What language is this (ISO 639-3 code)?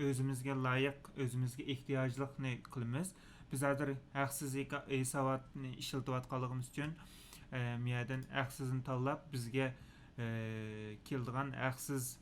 uig